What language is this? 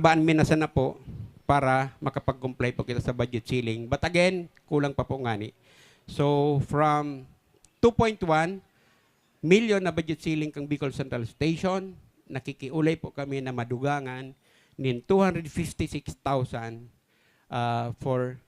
Bikol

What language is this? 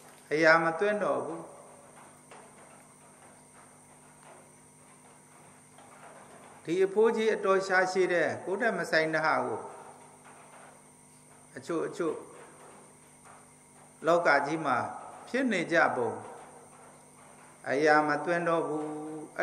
Burmese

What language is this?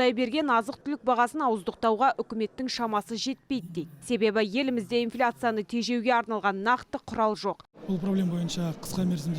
Kazakh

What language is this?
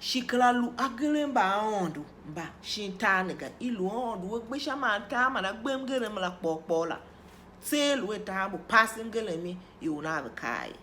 Tiv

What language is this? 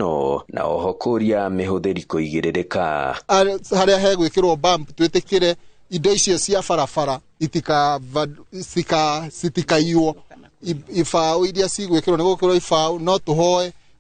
Kikuyu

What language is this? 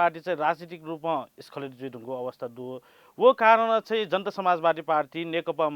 Newari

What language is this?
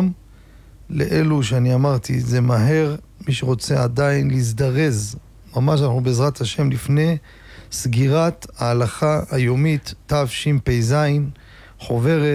Hebrew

